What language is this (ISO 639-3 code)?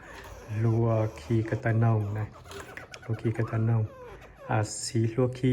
hmn